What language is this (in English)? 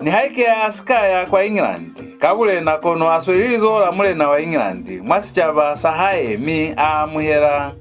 Lozi